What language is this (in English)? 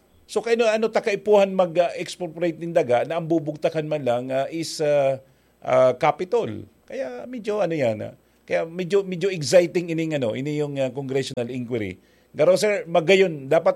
Bikol